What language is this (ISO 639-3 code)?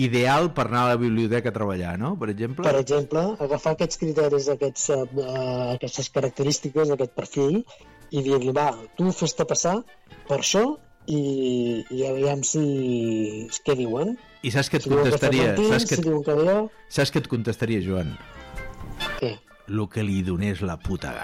cat